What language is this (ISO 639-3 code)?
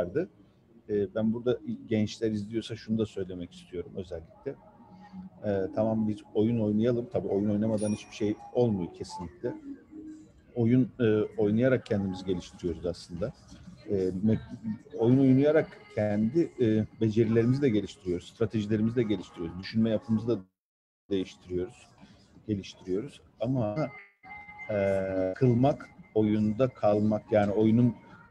tur